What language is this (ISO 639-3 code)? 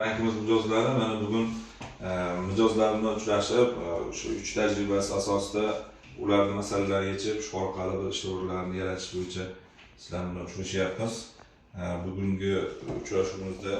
uzb